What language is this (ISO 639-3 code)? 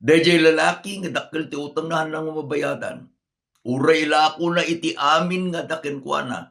ilo